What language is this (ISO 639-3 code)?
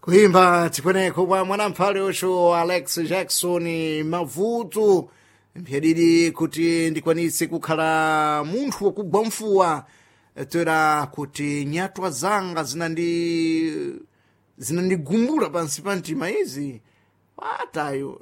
seh